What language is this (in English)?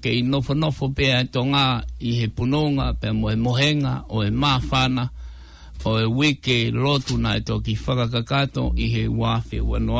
Tongan